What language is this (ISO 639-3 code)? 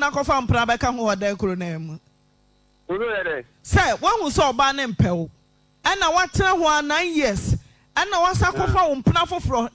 aka